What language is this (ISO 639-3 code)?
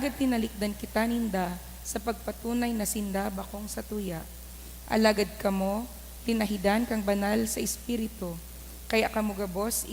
bik